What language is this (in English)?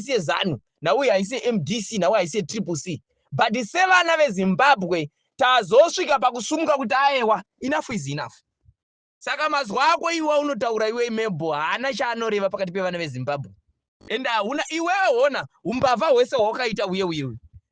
Shona